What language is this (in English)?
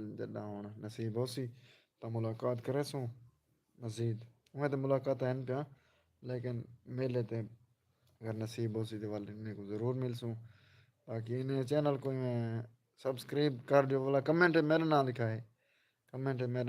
Saraiki